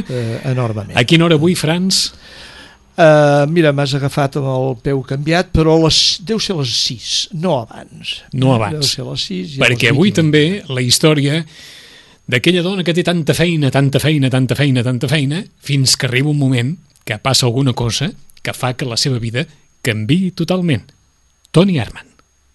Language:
Catalan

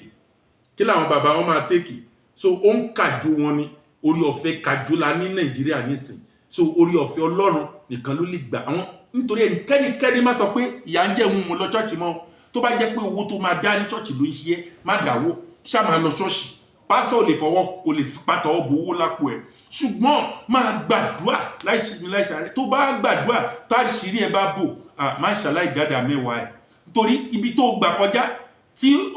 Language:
Yoruba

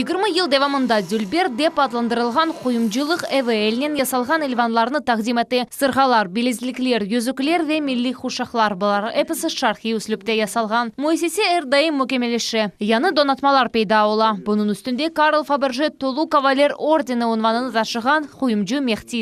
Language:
Crimean Tatar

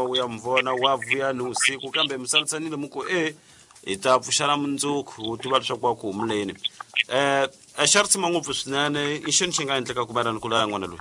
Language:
Tsonga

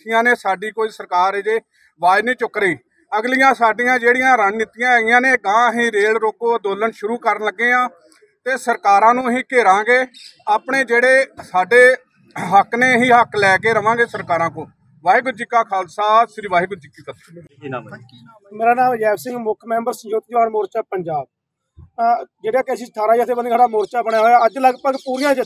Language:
Punjabi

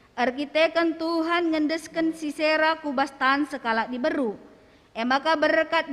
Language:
Batak Karo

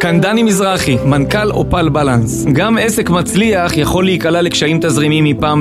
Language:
Hebrew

